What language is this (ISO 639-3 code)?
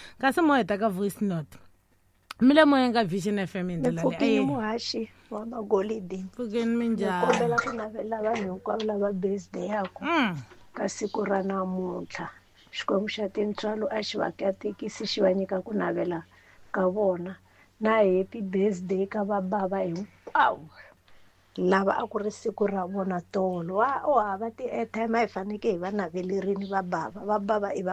tso